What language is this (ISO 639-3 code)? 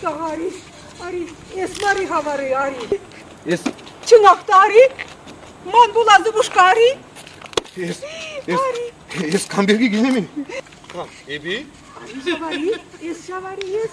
chv